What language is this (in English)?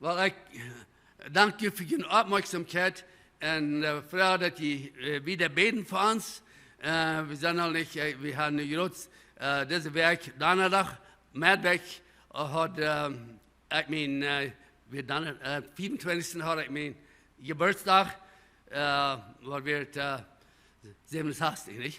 Plautdietsch